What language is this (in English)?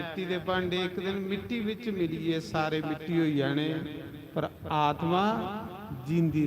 Dogri